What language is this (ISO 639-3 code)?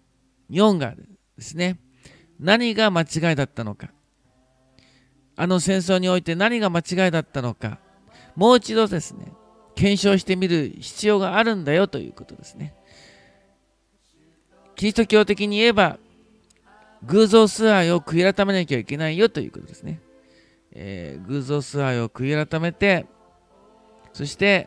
jpn